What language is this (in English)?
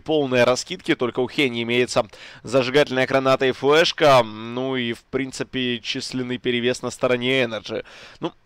Russian